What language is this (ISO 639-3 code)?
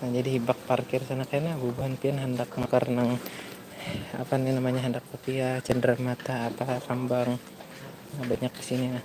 bjn